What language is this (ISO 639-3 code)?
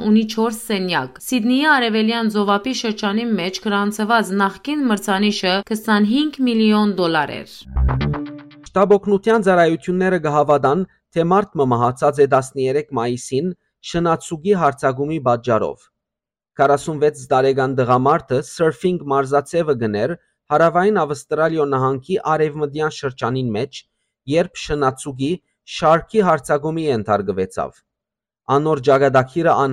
hyw